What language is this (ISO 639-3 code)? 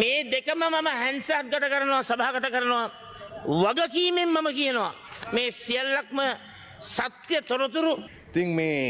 sin